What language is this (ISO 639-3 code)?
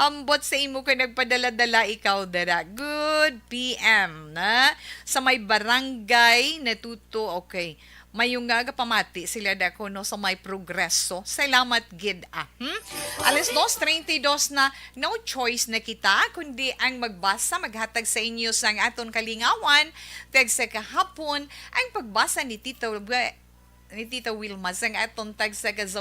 hil